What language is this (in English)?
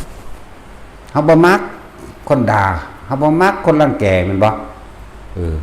Northeastern Thai